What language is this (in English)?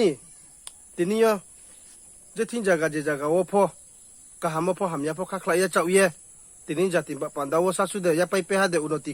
Riang (India)